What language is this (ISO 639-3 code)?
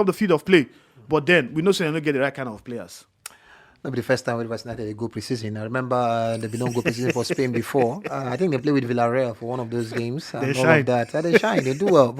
pcm